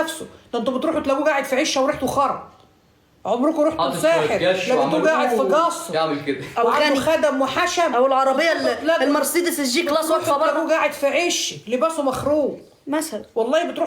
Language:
Egyptian Arabic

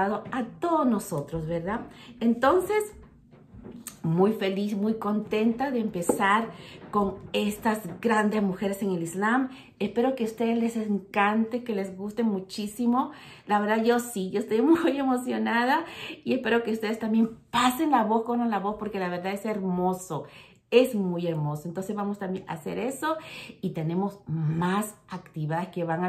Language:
Spanish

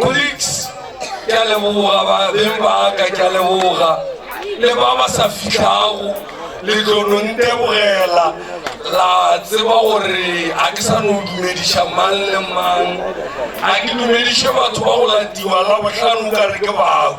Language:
Northern Sotho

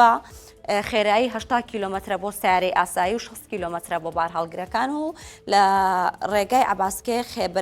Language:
Central Kurdish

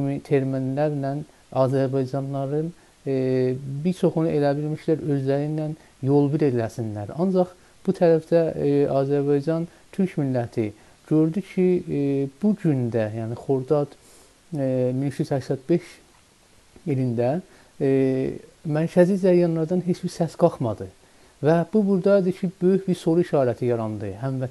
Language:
South Azerbaijani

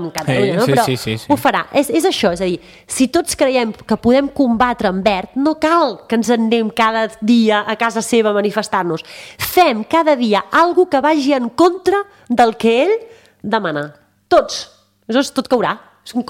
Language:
Catalan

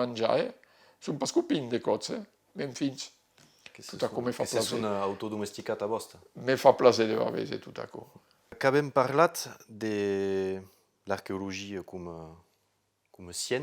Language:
Occitan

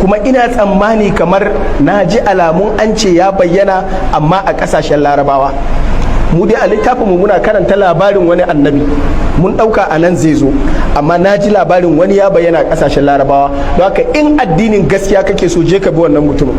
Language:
Hausa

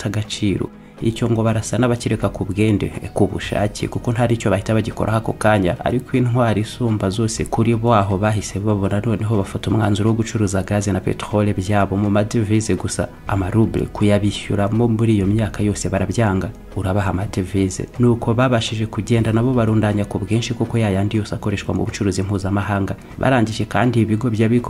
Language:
Kinyarwanda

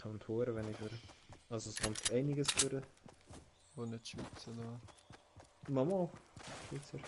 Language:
Swiss German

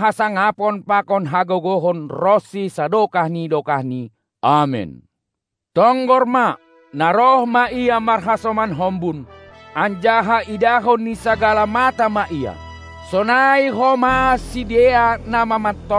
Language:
Batak Simalungun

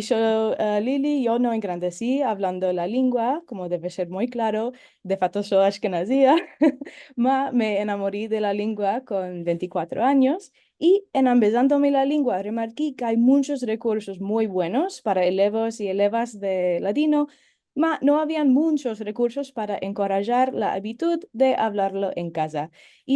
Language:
Ladino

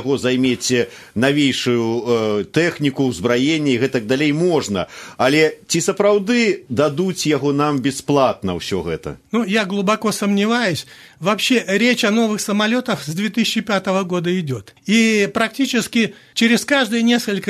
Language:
Belarusian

